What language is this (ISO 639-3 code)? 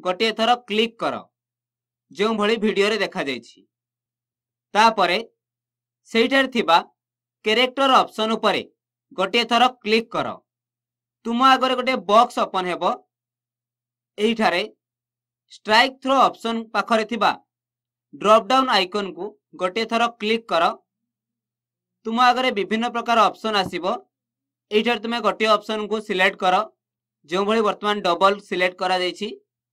ori